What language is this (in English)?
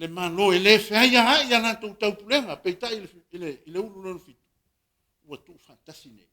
Samoan